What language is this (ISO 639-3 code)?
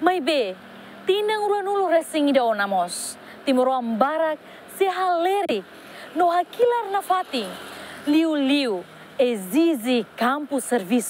tet